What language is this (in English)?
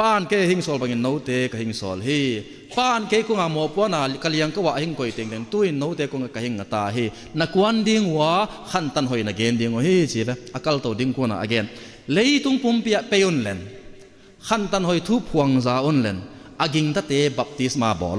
Tedim Chin